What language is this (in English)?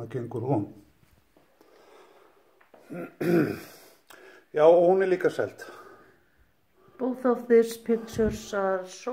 Icelandic